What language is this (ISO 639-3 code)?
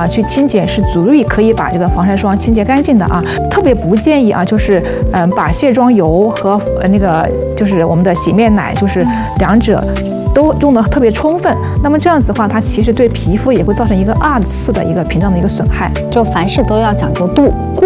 zho